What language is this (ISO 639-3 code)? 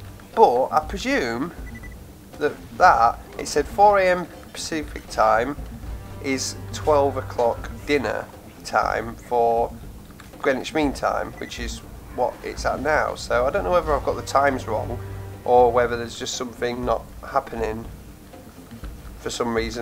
eng